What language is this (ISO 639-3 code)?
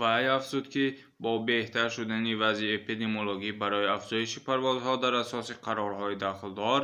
tgk